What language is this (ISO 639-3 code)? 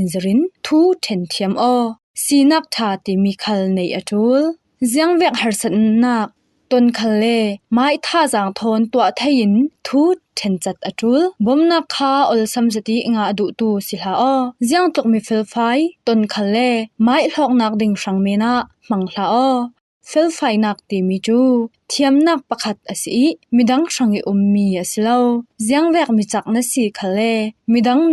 cfm